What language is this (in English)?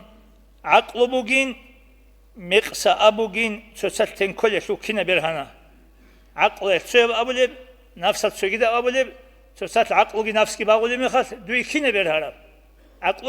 Avaric